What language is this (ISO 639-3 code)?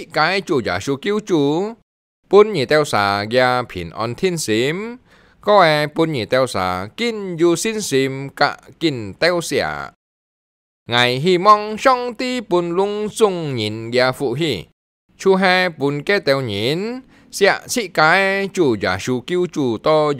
hak